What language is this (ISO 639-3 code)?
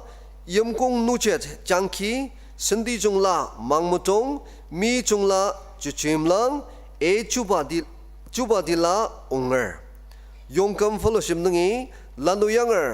njo